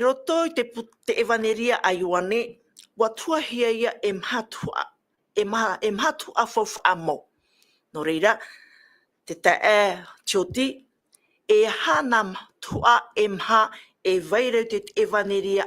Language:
Tahitian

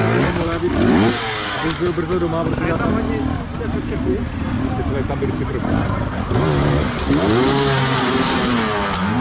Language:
Czech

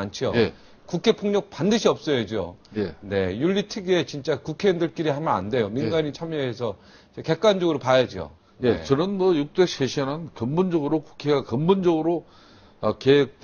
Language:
Korean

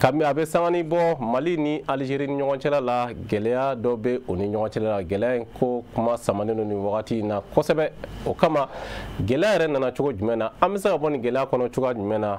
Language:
Bambara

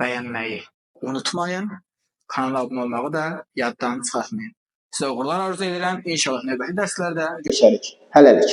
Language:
Azerbaijani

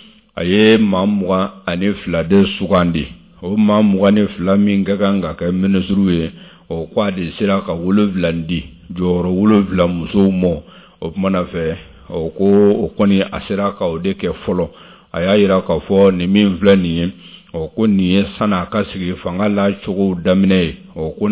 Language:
Bambara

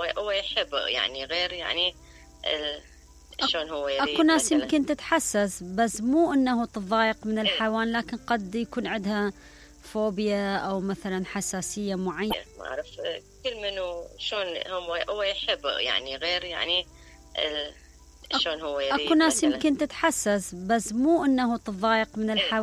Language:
Mesopotamian Arabic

